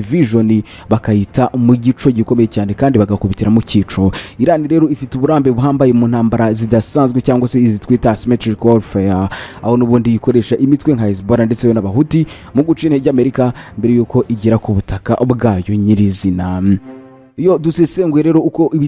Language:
Kinyarwanda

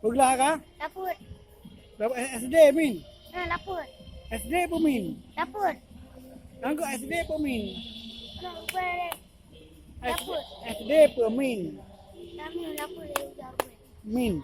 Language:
Achinese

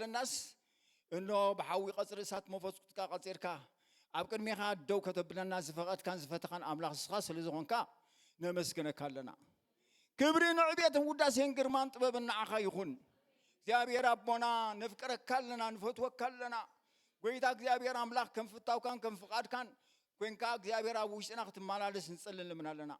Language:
Tigrinya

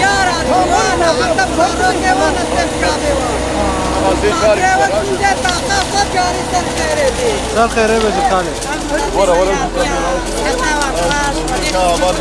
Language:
Kurdish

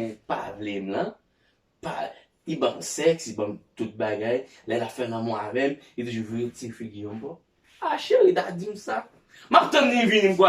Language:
Haitian Creole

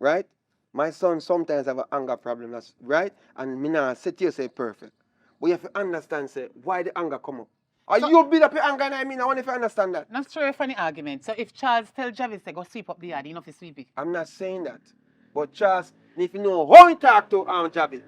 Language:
Jamaican Creole English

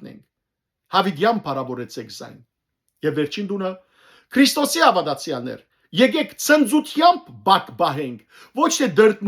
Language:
Western Armenian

